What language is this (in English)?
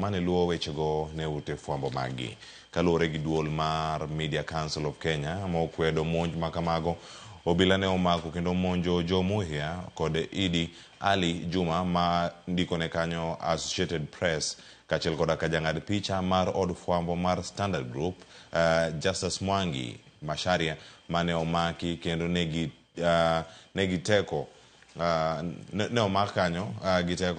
Luo (Kenya and Tanzania)